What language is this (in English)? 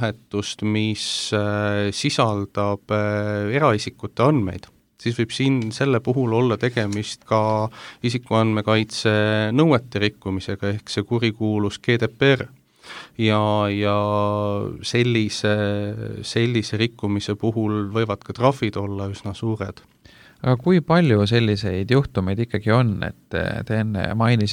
Estonian